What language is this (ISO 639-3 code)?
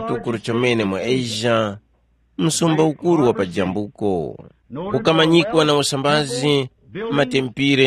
tum